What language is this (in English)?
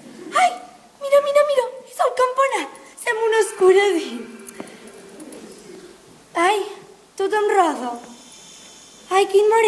Catalan